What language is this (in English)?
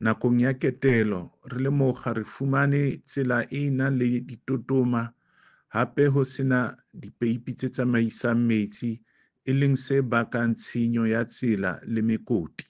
Southern Sotho